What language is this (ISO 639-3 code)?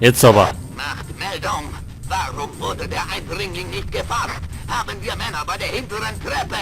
bar